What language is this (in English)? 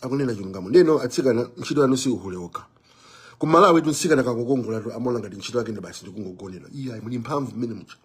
Nyanja